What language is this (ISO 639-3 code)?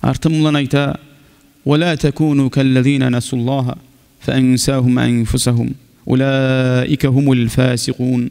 kum